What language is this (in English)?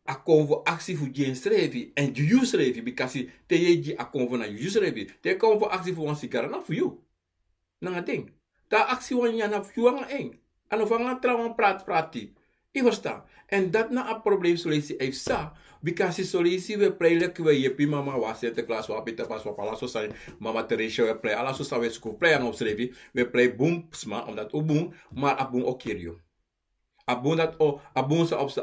Sranan Tongo